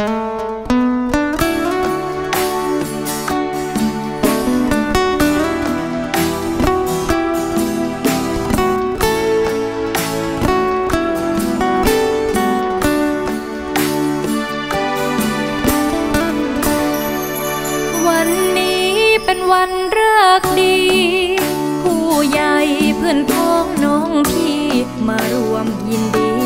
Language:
Thai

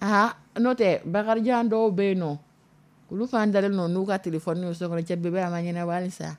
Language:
Dyula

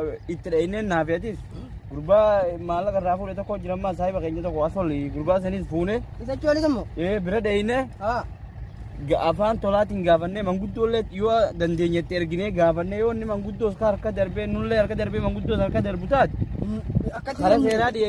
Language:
Oromo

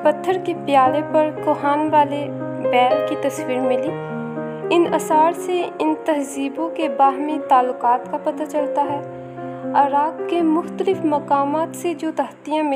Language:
Urdu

